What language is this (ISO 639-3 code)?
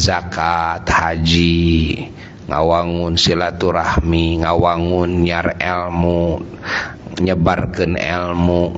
sun